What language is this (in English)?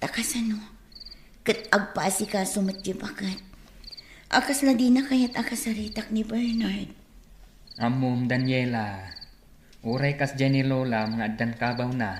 Iloko